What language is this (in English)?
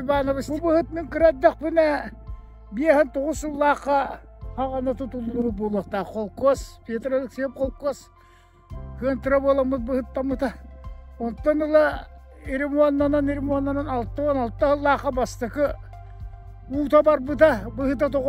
Yakut